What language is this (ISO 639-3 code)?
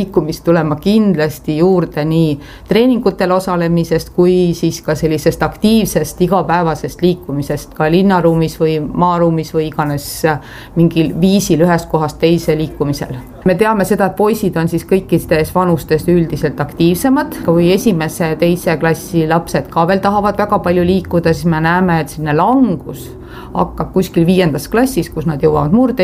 est